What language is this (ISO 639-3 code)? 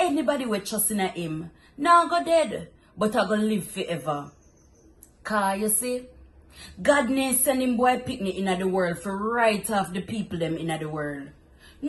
jam